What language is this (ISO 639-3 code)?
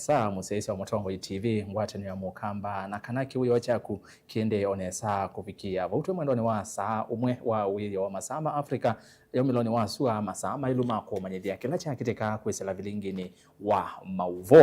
kam